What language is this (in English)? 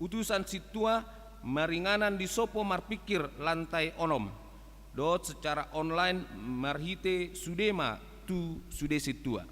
Batak Toba